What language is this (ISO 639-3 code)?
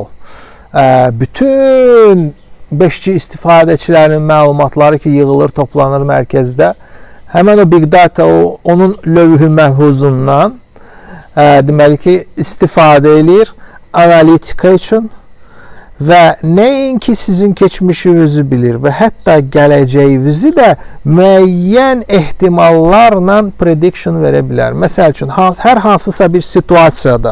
aze